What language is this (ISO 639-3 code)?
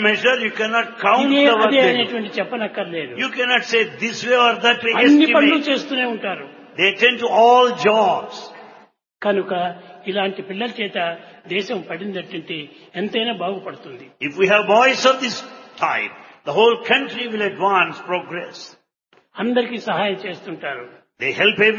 tel